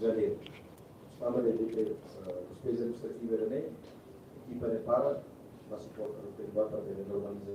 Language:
Tetum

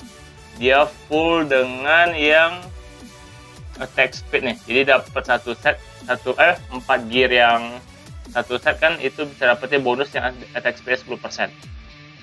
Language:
Indonesian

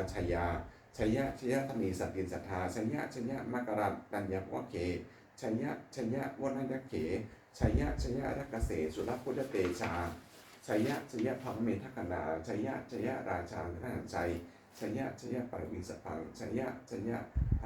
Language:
Pali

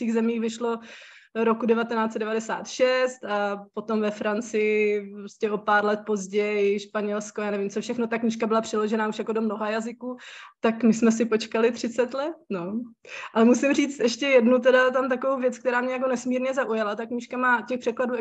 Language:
Czech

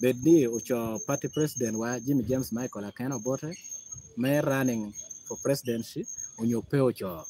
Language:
Lango (Uganda)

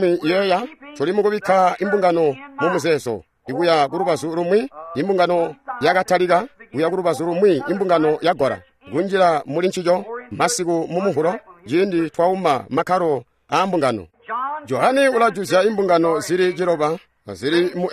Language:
Tonga (Zambia)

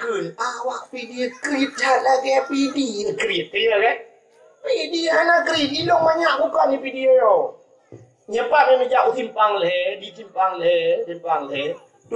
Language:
Achinese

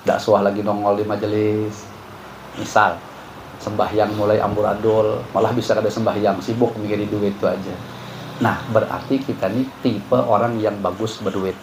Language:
Banjar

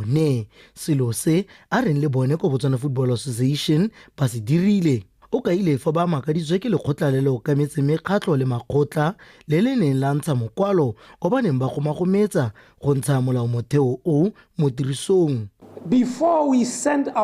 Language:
Tswana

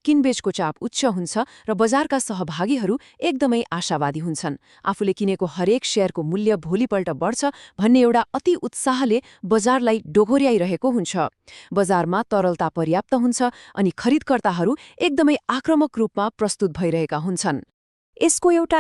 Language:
Nepali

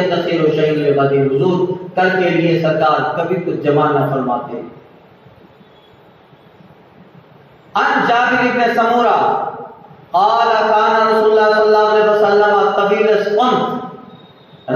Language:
Urdu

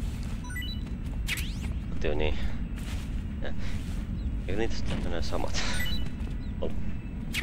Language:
Finnish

